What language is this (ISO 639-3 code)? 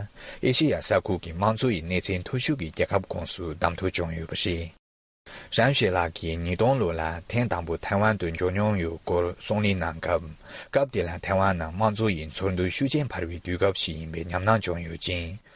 bod